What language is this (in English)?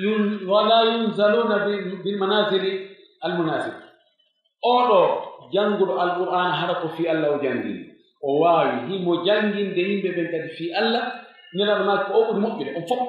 Pular